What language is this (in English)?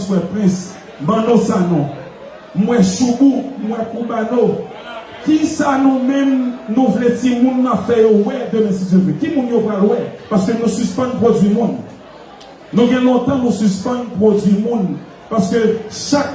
Haitian Creole